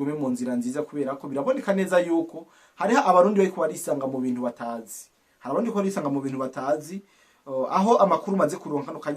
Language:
Rundi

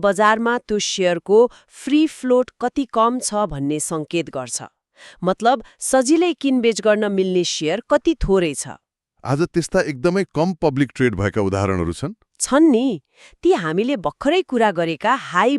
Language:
Nepali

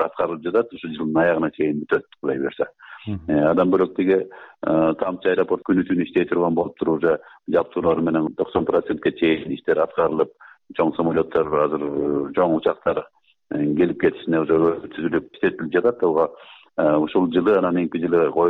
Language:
Kyrgyz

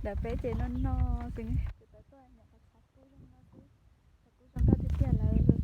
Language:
Hmong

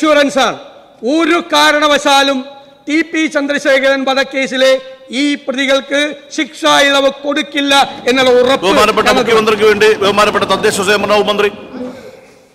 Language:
Malayalam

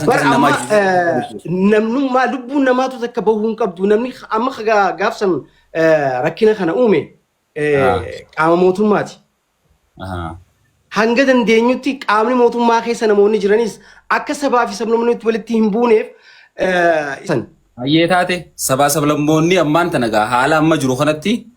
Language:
Oromo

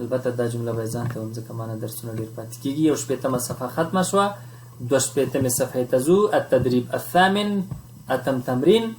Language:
Pashto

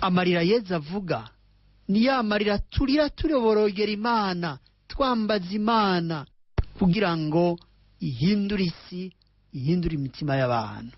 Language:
Rundi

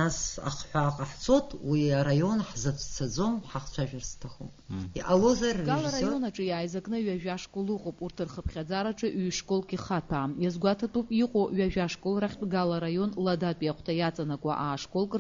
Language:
Abkhazian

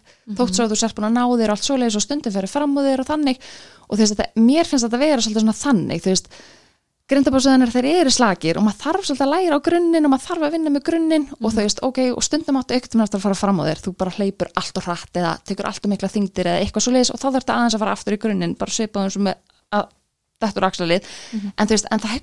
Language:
Icelandic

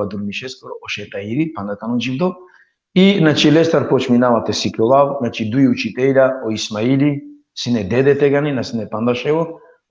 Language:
Balkan Romani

